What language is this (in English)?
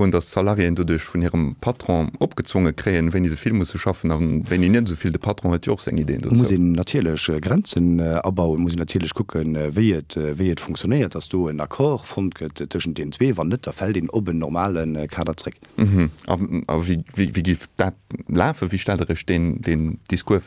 Luxembourgish